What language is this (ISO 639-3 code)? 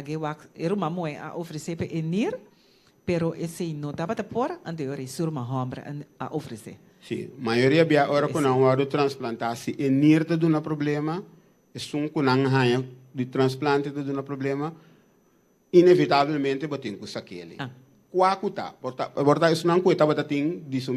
pap